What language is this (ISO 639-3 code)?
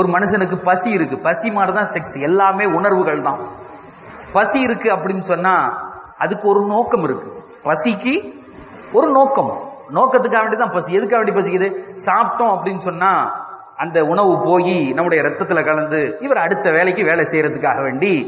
tam